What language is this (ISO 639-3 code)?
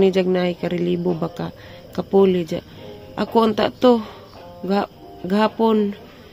ceb